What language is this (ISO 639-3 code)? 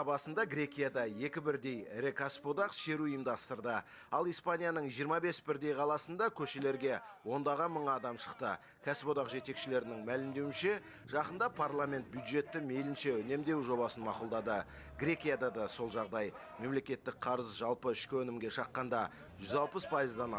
kaz